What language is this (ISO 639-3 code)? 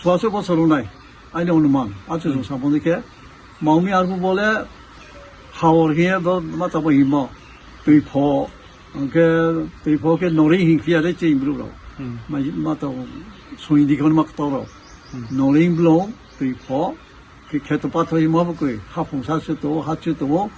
ria